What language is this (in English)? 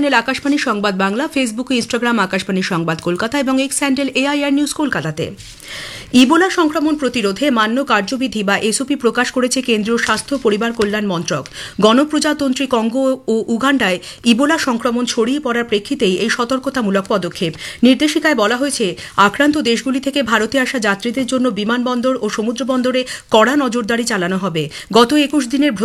Bangla